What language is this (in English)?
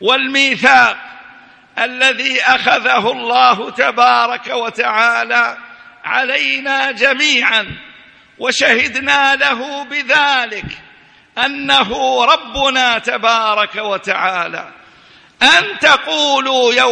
Arabic